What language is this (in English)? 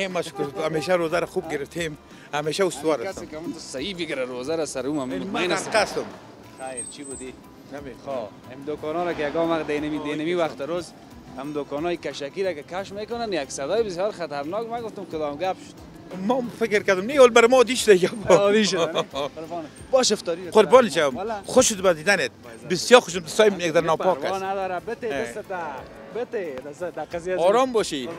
Persian